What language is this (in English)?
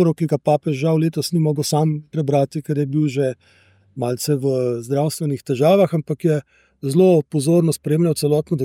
Slovenian